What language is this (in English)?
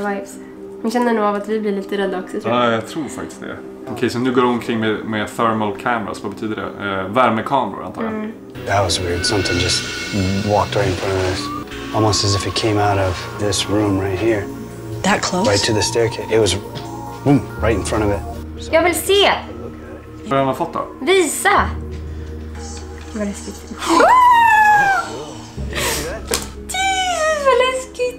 Swedish